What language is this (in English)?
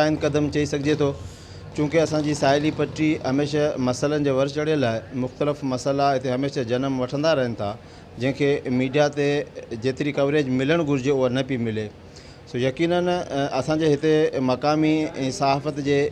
Sindhi